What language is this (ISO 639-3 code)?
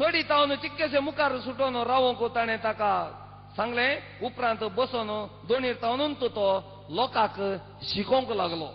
kok